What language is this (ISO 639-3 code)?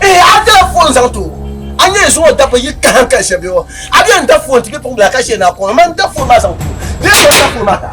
dag